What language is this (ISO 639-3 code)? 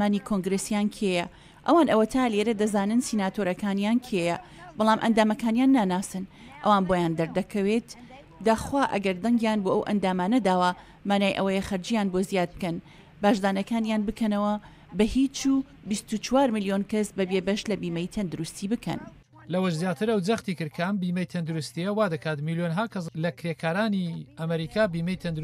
ckb